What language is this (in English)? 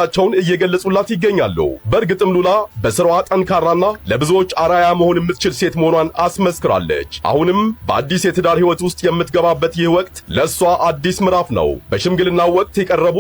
Amharic